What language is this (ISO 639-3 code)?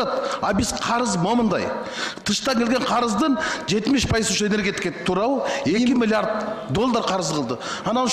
kir